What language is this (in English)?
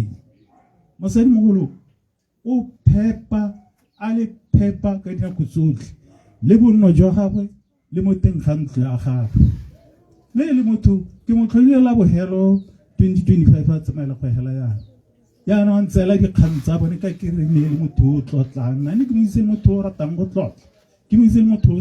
Tswana